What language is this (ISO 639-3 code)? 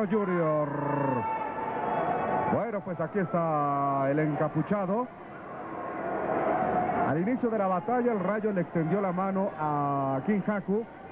spa